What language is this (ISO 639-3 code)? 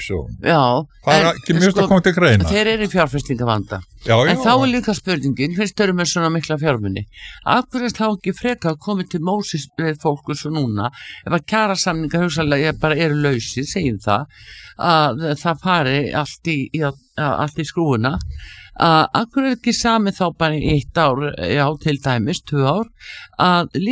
isl